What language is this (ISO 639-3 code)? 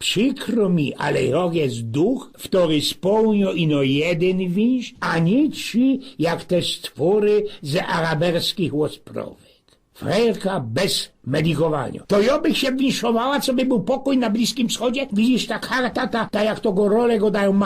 szl